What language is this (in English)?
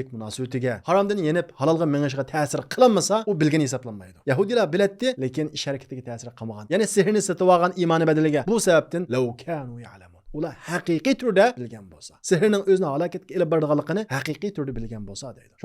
Uyghur